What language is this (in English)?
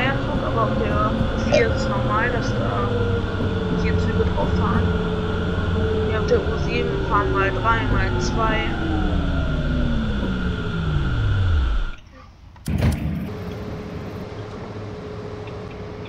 German